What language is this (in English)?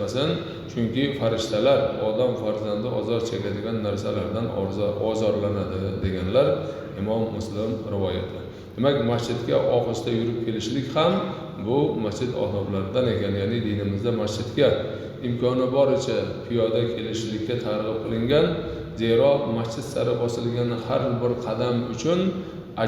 Uzbek